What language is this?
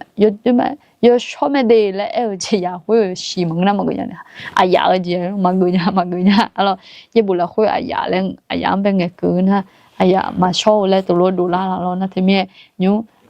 Akha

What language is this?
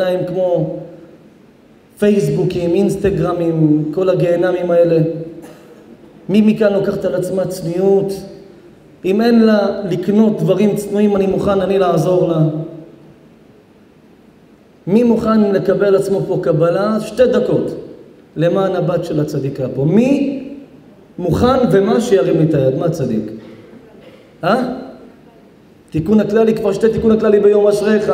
Hebrew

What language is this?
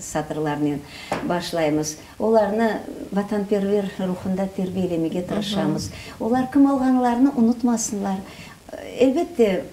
Crimean Tatar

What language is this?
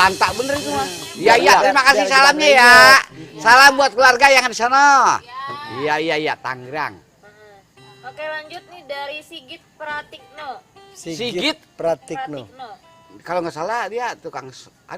Betawi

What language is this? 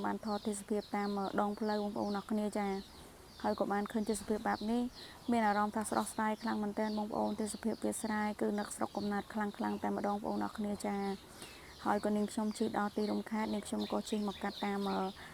Khmer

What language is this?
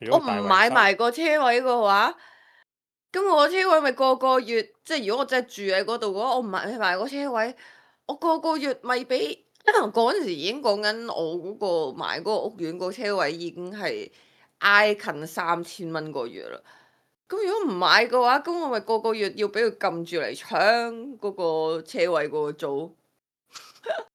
Cantonese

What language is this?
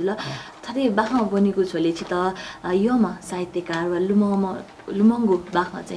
Newari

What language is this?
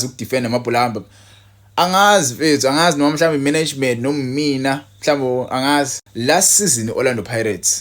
Zulu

